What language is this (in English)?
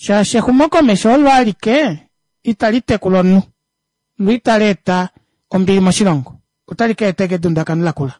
Kuanyama